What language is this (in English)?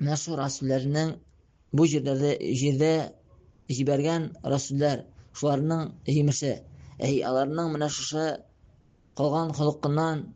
Tatar